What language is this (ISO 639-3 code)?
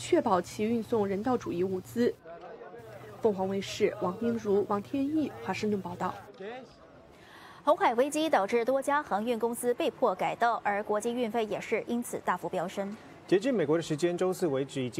zho